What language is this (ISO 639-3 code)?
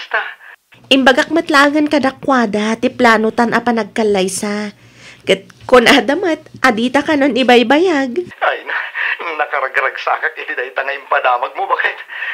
ilo